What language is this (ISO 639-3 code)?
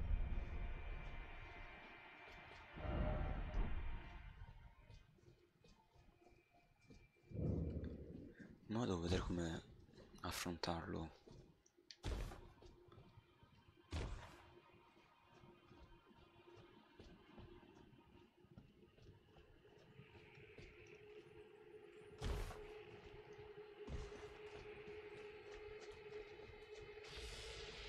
ita